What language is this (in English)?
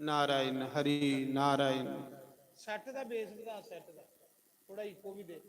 Dogri